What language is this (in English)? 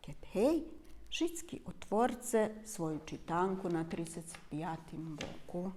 Rusyn